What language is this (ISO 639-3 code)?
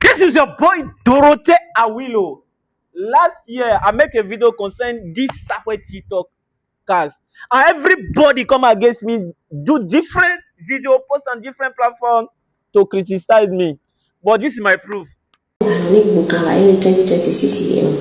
pcm